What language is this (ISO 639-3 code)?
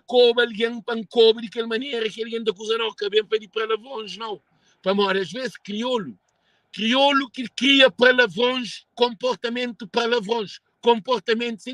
kea